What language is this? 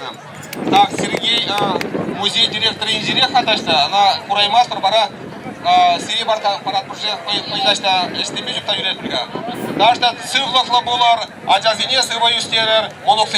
Chuvash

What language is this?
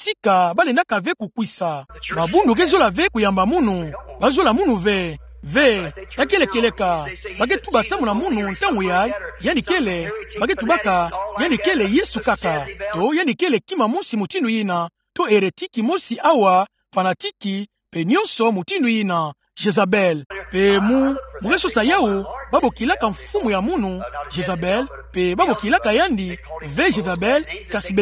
Kituba (Democratic Republic of Congo)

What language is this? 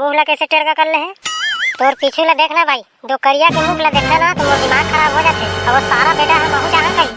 Chhattisgarhi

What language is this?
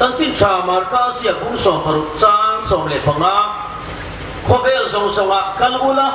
Hmar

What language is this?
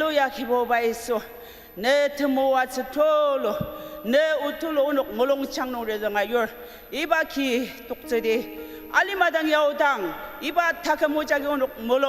Ao Naga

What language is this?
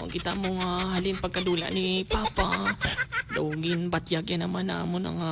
Hiligaynon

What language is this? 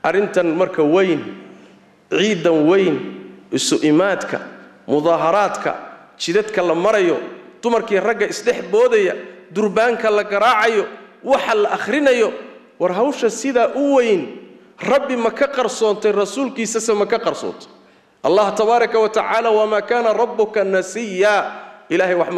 Somali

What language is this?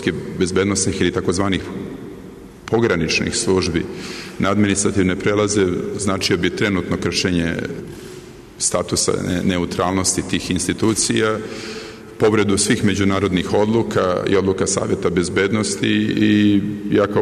Serbian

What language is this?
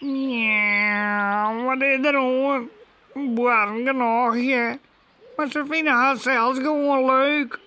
Western Frisian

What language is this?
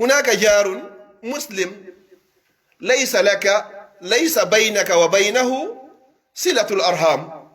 Pular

